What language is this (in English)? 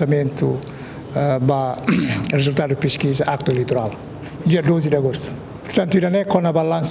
Tetum